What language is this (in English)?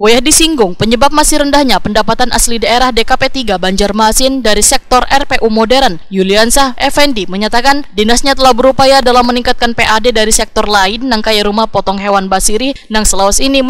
Banjar